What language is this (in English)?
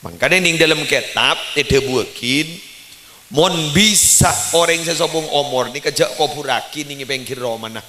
Madurese